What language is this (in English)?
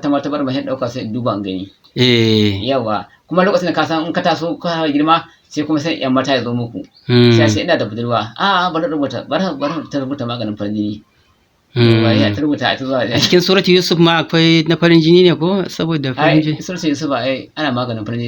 Hausa